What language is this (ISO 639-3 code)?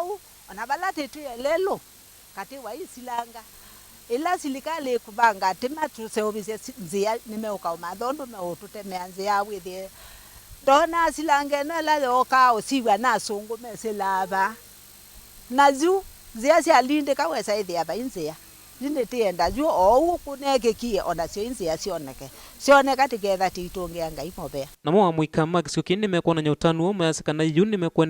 kam